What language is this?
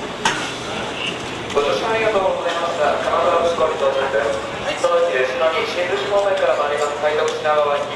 Japanese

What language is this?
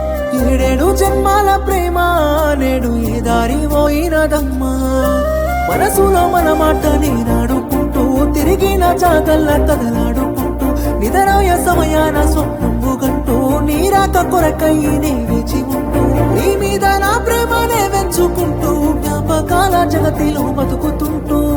Telugu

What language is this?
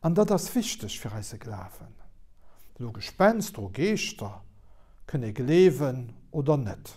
Luxembourgish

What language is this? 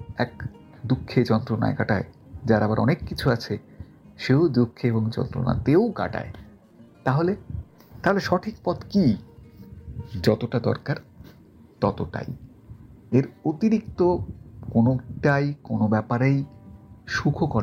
Bangla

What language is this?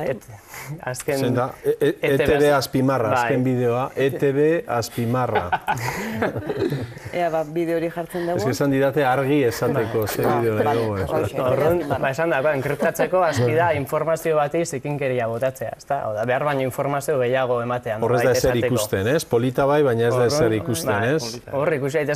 Basque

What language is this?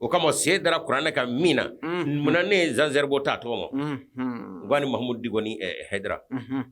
Bambara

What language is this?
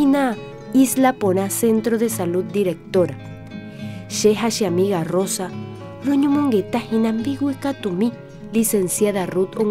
Guarani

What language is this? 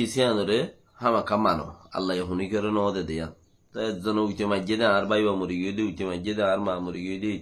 Rohingya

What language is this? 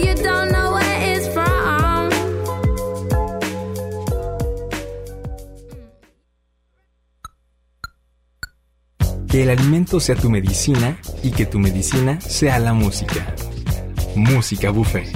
Spanish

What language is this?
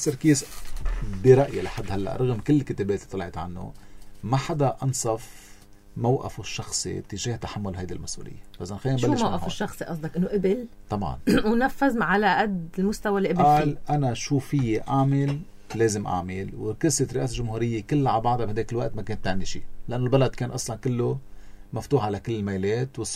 North Levantine Arabic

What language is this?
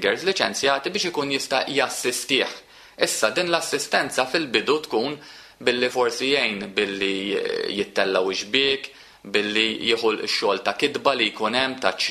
Maltese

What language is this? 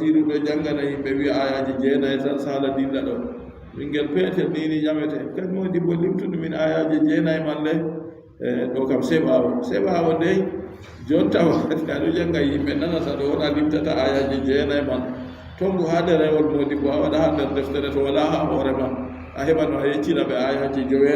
Adamawa Fulfulde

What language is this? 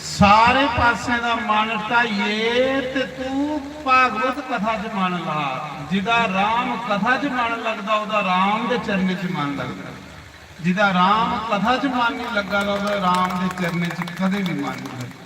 Dogri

